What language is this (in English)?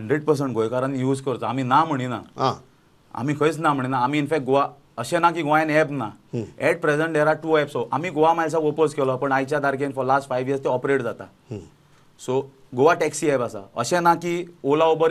Konkani